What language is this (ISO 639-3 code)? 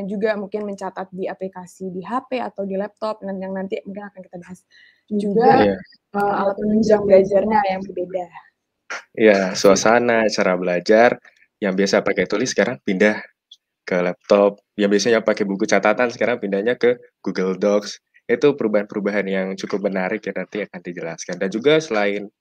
ind